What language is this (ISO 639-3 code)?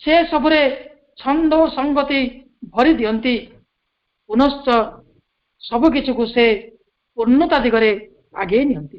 ori